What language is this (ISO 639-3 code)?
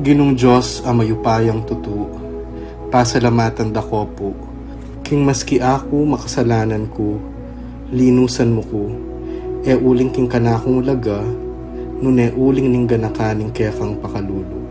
pam